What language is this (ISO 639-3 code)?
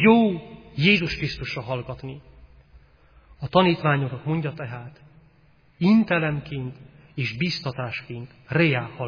hun